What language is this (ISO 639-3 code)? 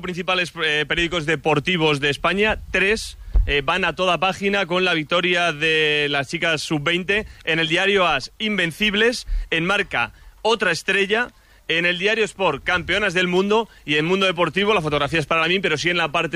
spa